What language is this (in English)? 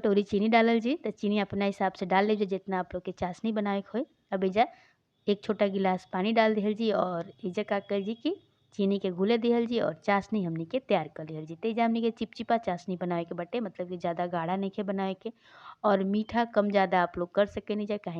Bhojpuri